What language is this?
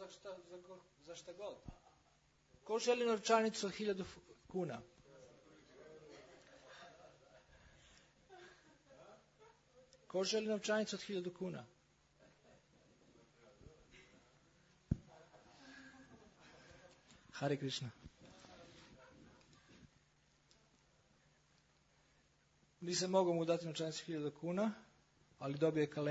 Croatian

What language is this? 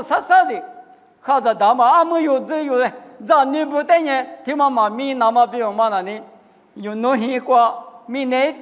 Lisu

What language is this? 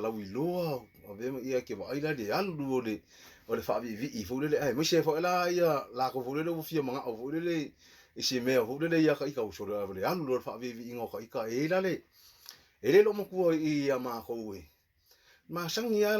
Samoan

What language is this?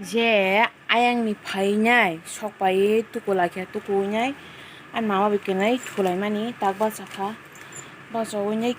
Kok Borok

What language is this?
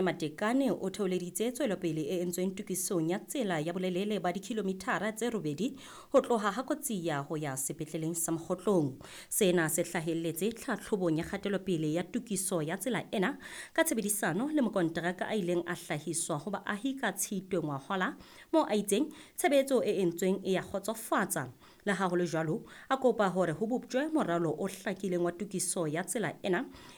Southern Sotho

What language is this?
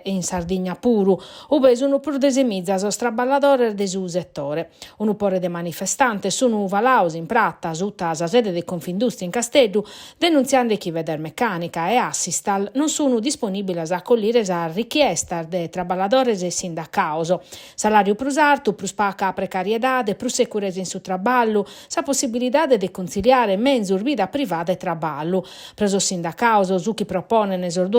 Sardinian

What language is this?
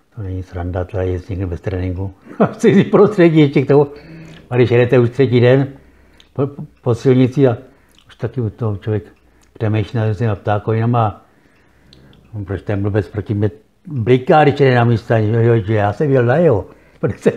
Czech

